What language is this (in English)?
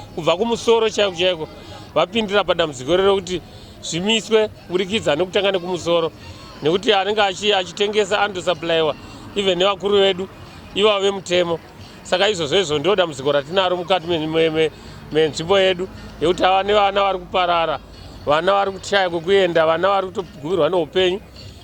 Shona